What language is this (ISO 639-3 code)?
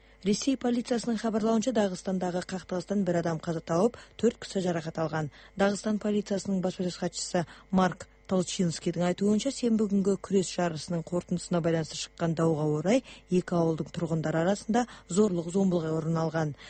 kaz